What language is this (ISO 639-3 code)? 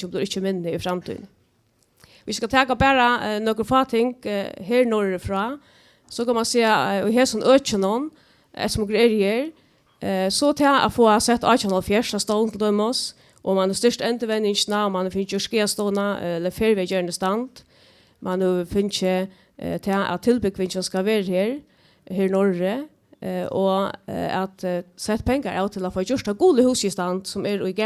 fao